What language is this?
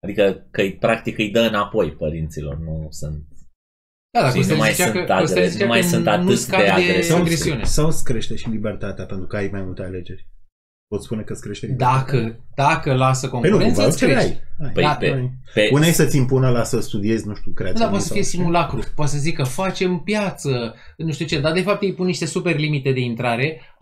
Romanian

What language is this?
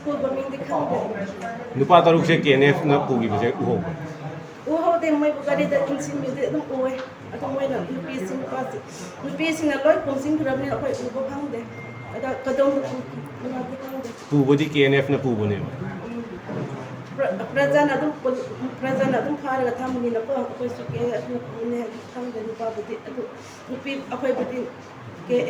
Manipuri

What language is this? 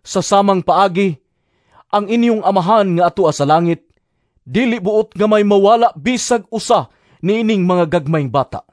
Cebuano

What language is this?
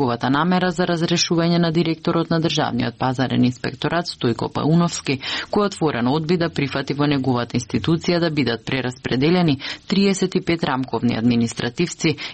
Macedonian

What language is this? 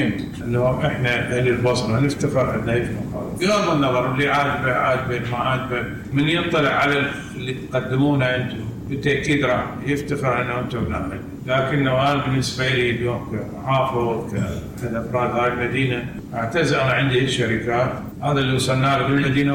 Mesopotamian Arabic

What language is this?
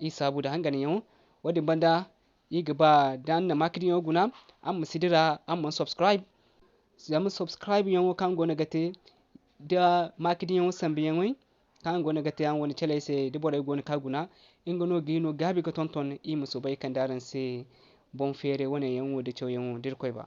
Zarma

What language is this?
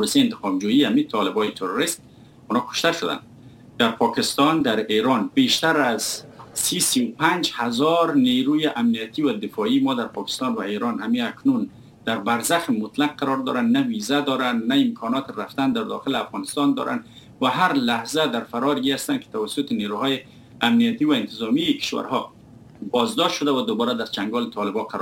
Persian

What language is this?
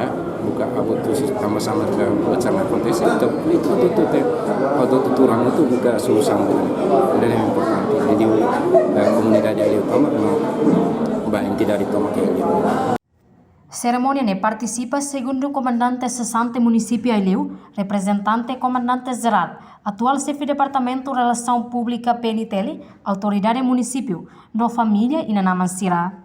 Tetum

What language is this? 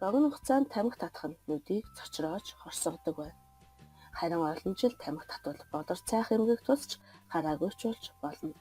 Mongolian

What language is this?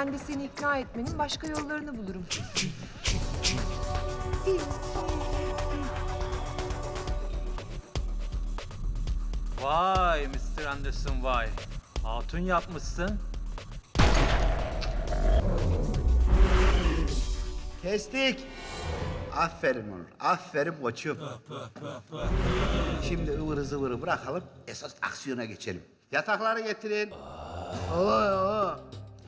Turkish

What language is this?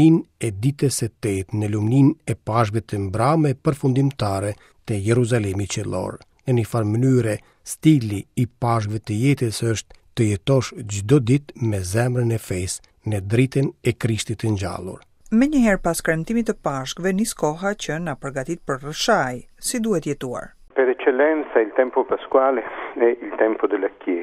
Albanian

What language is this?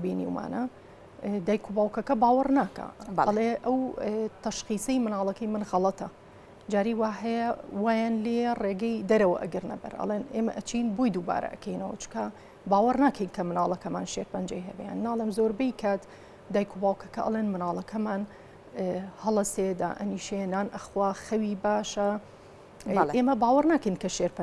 Central Kurdish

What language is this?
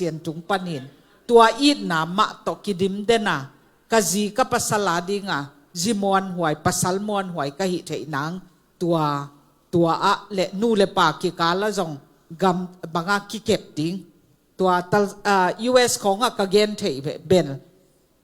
Tedim Chin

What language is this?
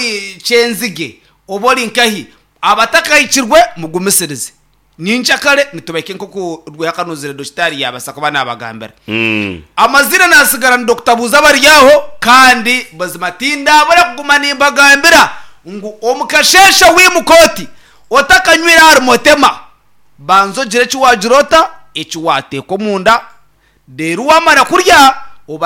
Nyankole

